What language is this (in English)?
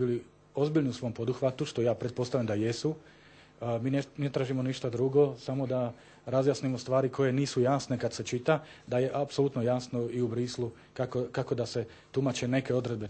Serbian